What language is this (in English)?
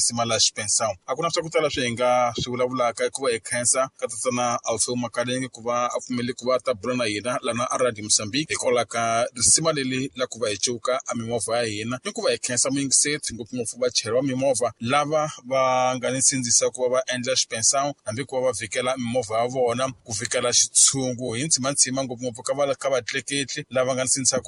Tsonga